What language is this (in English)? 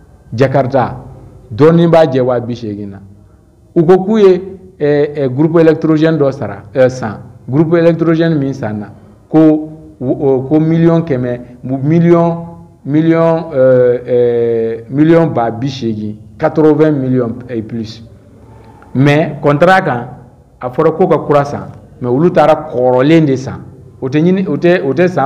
Bambara